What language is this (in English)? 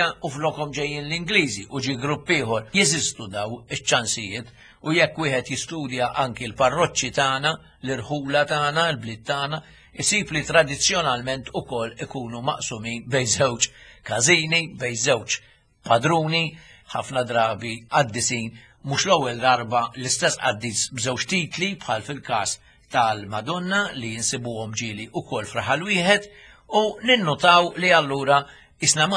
Maltese